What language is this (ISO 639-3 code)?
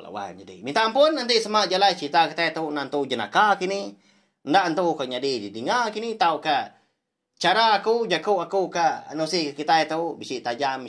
iba